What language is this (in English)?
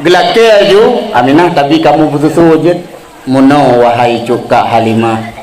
Achinese